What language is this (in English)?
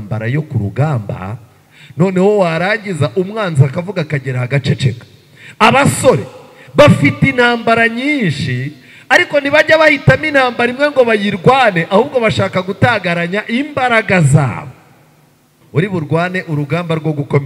Kinyarwanda